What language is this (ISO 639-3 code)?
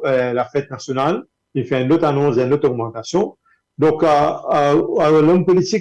mfe